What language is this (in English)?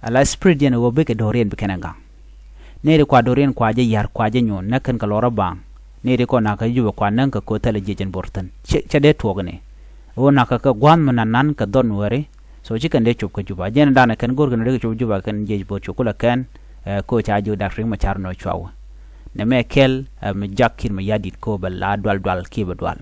Nuer